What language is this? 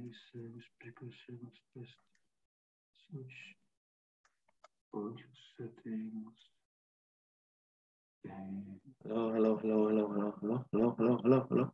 Hebrew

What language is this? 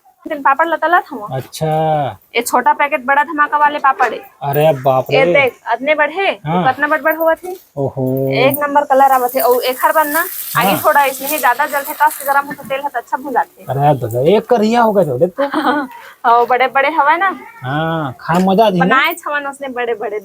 Chhattisgarhi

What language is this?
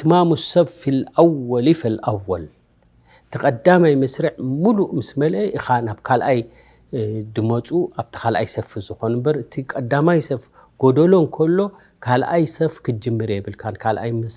Tigrinya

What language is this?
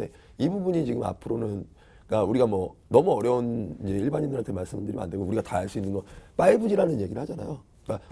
Korean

